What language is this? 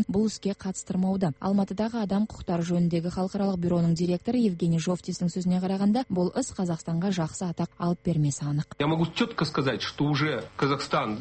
Kazakh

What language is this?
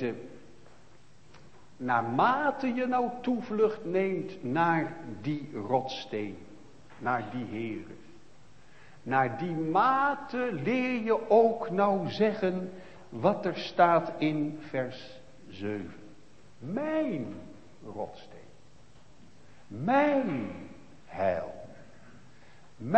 Dutch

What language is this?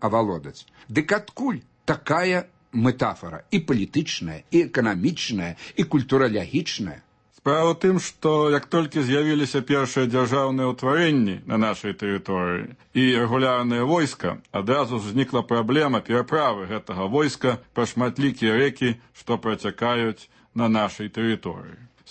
Belarusian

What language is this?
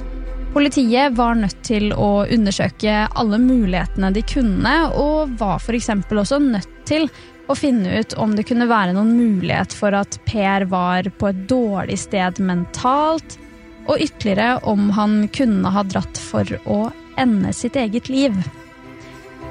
Norwegian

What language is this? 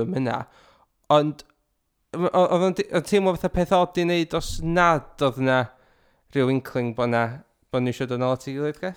Welsh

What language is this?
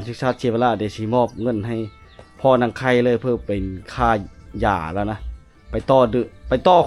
Lao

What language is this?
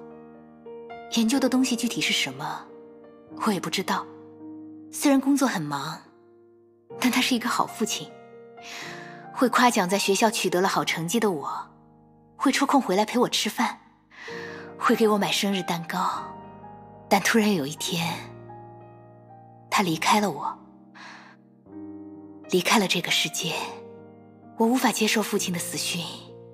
Chinese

